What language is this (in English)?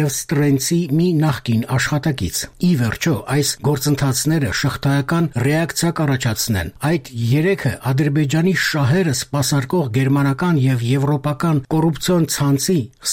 Armenian